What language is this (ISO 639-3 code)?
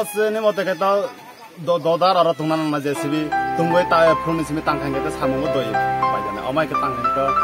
trp